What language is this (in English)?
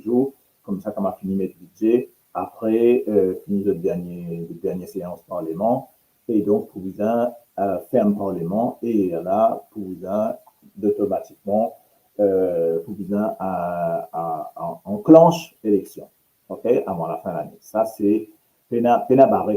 Morisyen